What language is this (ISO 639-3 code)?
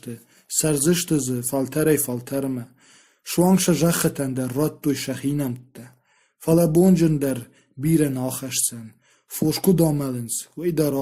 oss